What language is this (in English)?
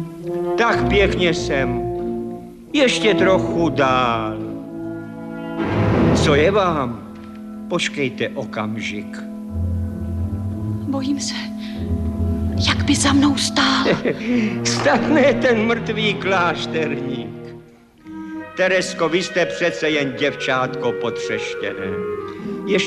Czech